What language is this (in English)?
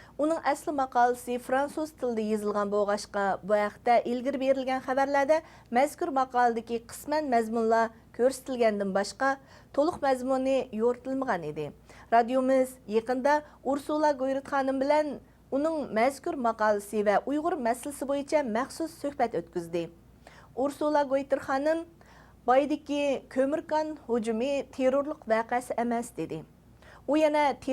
Uyghur